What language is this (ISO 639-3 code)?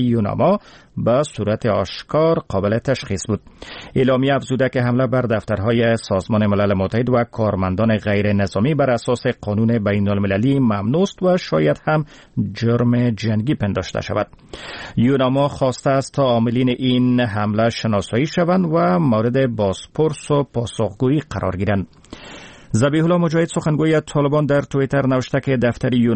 fas